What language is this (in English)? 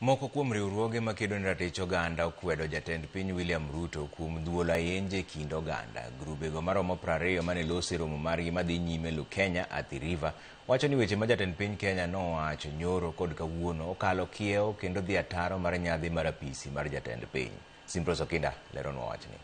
Luo (Kenya and Tanzania)